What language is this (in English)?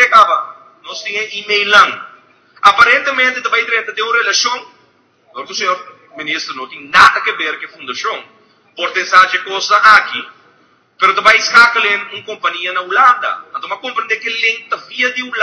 Papiamento